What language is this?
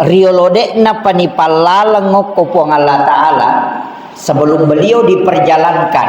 Buginese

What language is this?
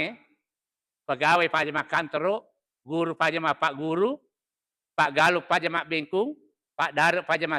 Buginese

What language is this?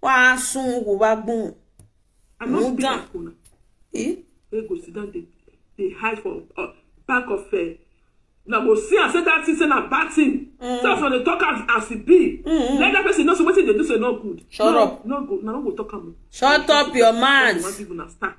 Nigerian Pidgin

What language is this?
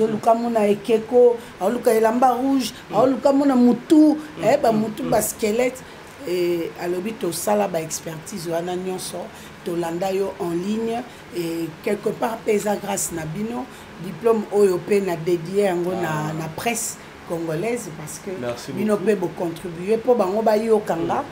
Lingala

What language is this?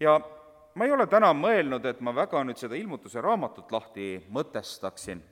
Estonian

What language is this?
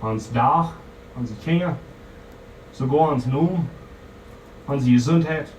Plautdietsch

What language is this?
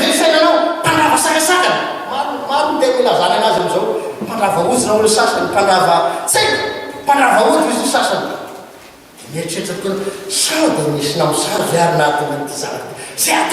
Malagasy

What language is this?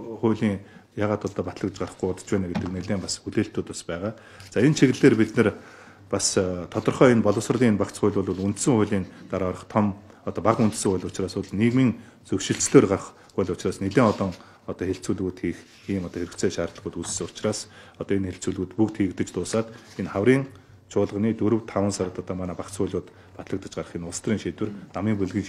Mongolian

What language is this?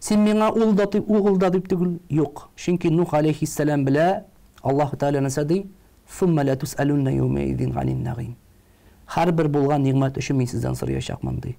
Tatar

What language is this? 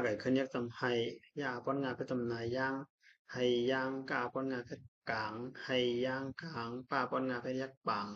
Shan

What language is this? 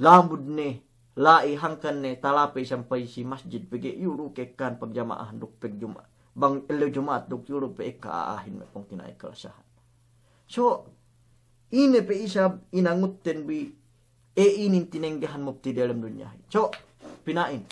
Yakan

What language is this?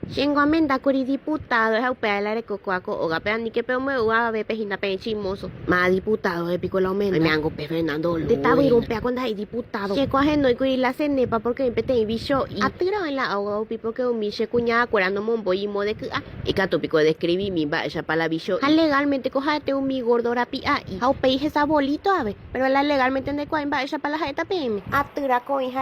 Guarani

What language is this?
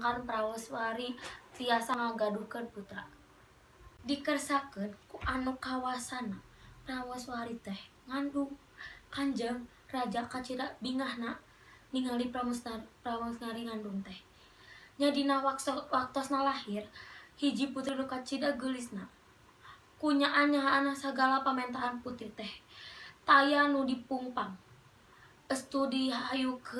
Sundanese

